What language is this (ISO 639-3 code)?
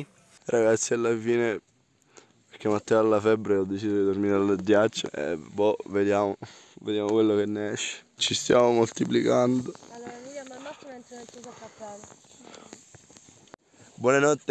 ita